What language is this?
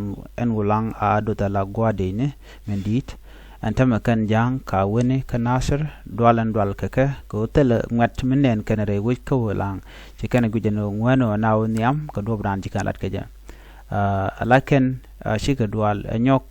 Nuer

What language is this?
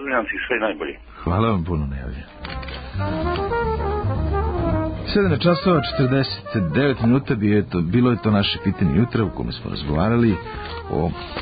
Serbian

